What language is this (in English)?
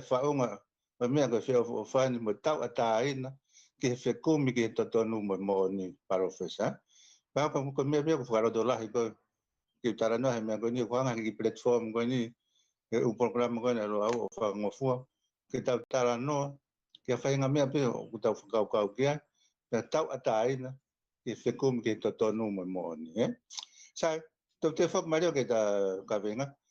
Tongan